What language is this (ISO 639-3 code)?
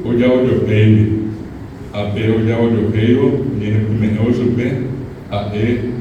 grn